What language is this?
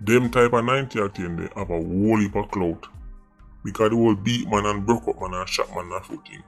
Jamaican Creole English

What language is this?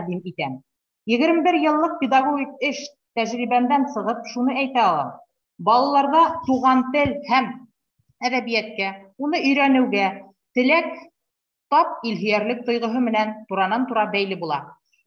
Bashkir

